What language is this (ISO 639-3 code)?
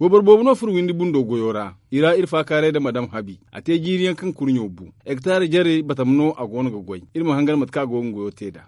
dje